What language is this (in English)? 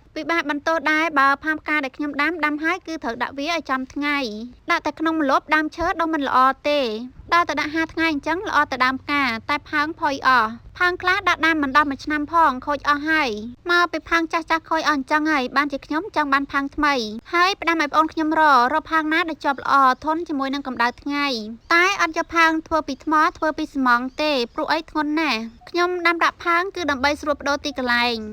Khmer